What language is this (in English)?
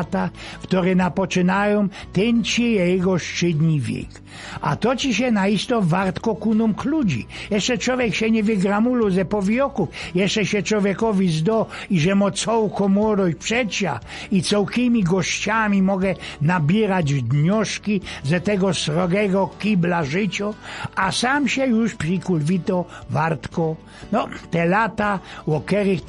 Silesian